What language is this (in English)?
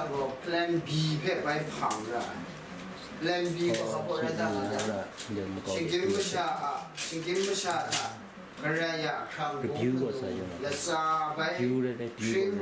Kachin